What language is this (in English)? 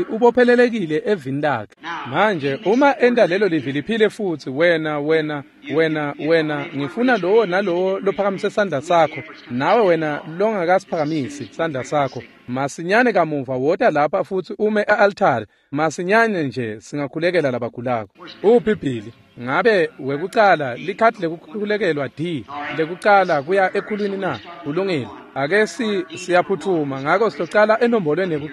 Swati